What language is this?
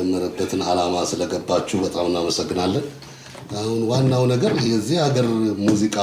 Amharic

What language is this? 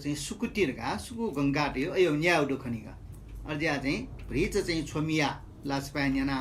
Newari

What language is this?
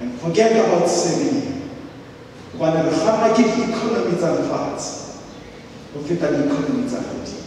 Southern Sotho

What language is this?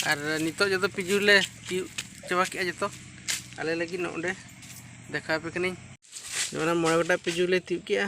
Santali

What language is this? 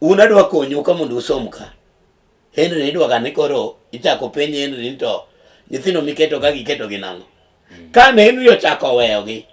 Luo (Kenya and Tanzania)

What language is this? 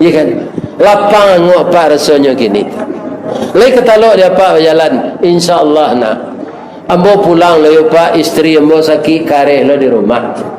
Minangkabau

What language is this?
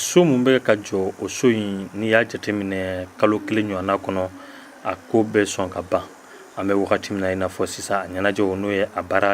Bambara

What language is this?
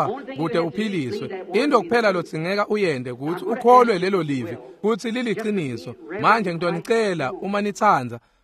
Swati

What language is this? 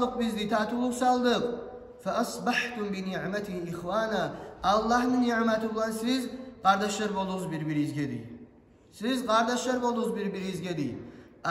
Kumyk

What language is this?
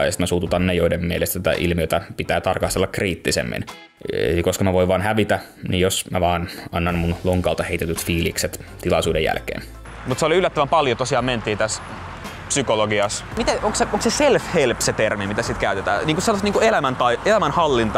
Finnish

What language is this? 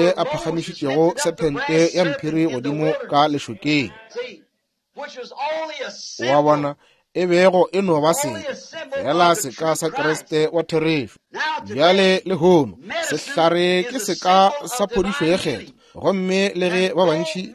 Northern Sotho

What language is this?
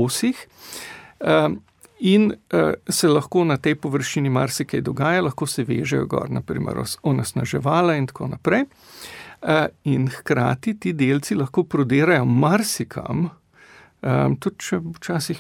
Slovenian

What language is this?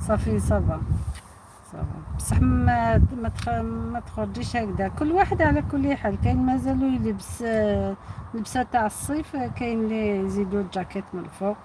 Algerian Arabic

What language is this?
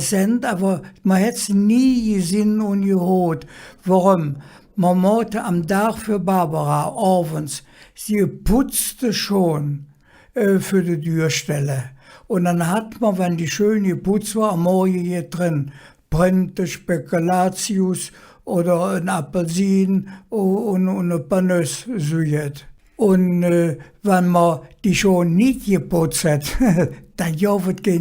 Colognian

